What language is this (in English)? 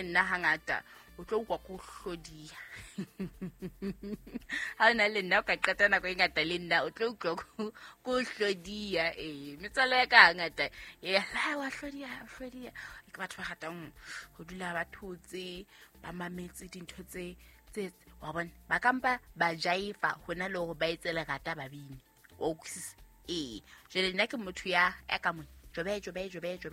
Southern Sotho